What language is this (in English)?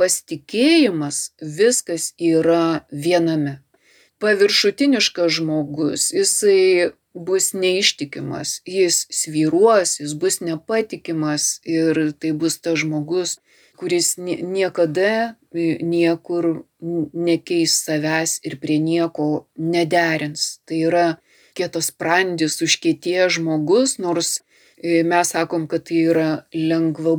Lithuanian